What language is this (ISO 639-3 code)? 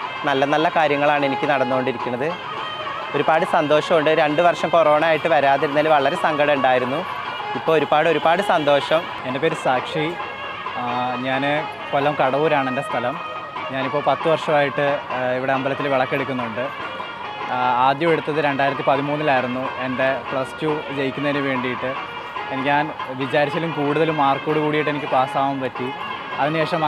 mal